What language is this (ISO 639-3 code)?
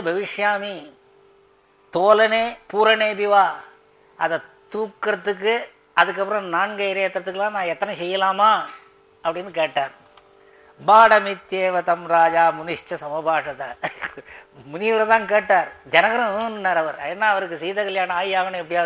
tam